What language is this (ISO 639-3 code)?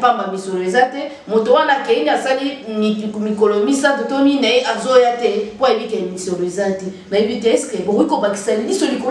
lin